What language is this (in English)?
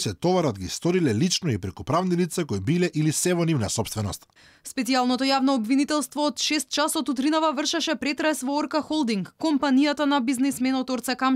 Macedonian